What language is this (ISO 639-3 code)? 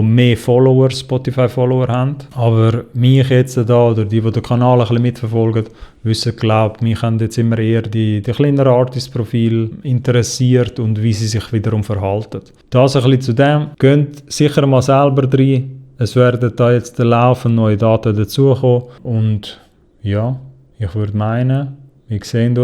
gsw